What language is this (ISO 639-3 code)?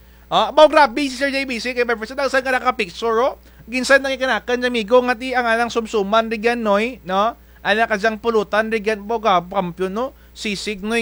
krj